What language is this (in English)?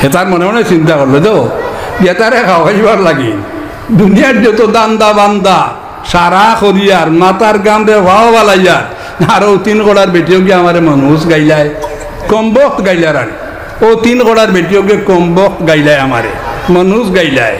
Sylheti